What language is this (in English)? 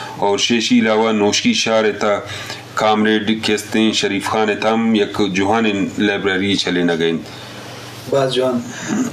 Eastern Balochi